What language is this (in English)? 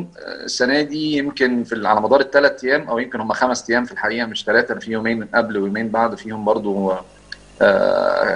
Egyptian Arabic